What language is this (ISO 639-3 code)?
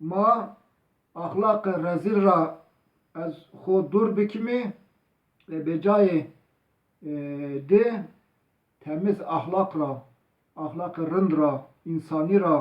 zza